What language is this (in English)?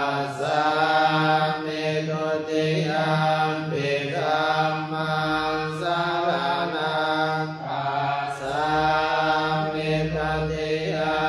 Pali